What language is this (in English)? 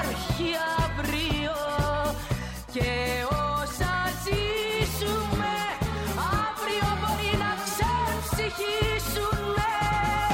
Greek